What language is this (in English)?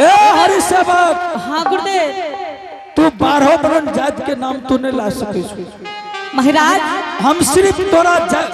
Angika